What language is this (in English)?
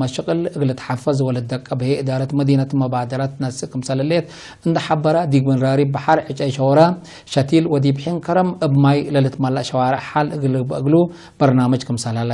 Tigre